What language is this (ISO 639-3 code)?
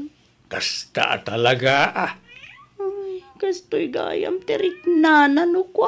ilo